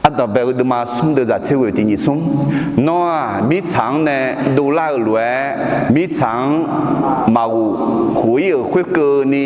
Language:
Akha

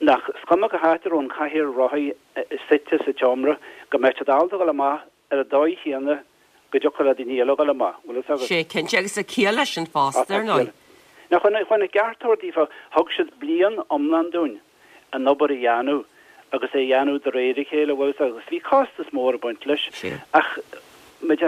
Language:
Irish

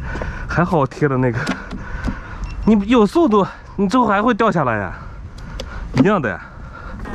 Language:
Chinese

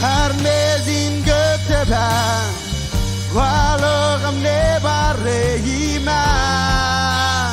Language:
Marshallese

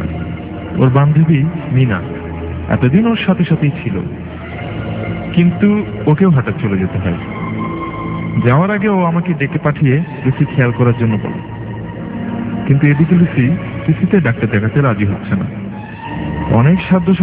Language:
Bangla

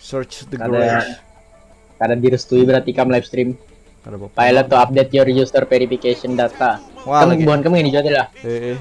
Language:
Banjar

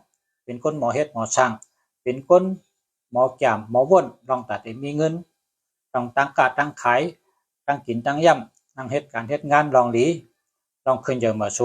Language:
Shan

